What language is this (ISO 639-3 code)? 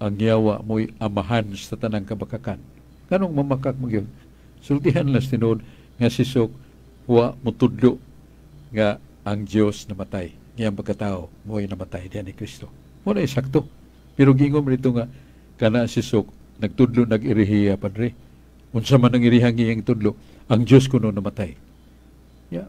ceb